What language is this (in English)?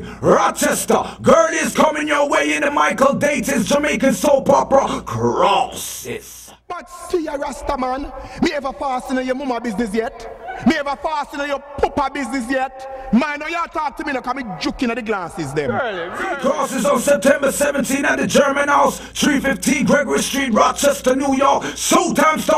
Jamaican Creole English